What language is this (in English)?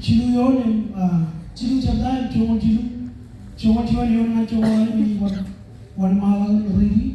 Marshallese